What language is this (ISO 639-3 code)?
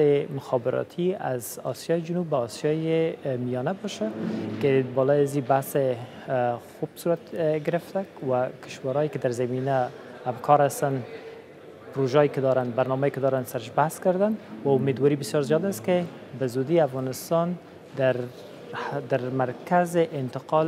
fas